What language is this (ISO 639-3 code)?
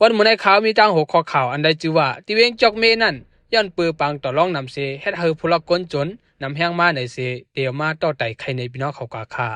shn